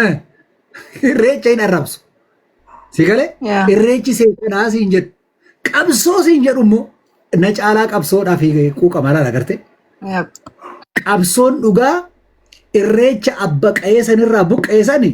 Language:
Oromo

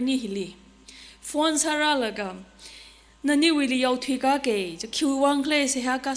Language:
Tangkhul Naga (India)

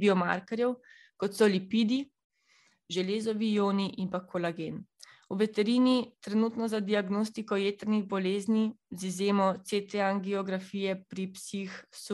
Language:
Slovenian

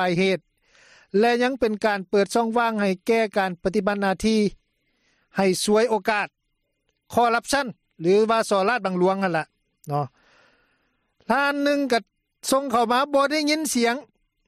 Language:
Lao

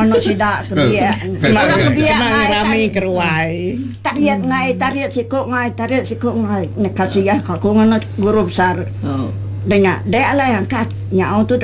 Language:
Iban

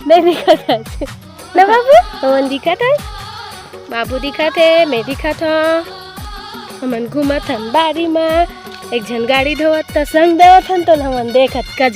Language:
Chhattisgarhi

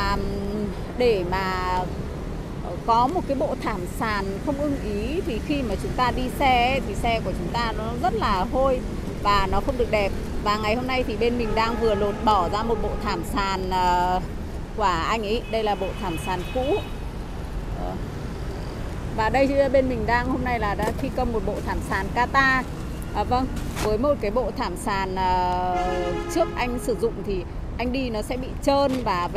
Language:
Vietnamese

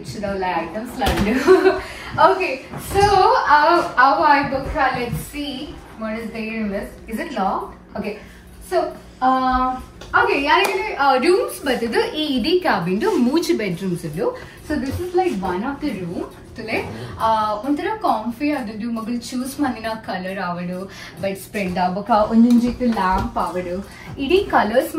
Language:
Tulu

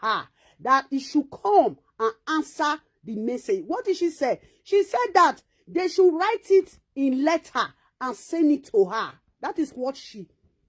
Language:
Nigerian Pidgin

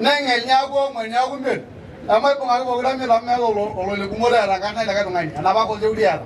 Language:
Masai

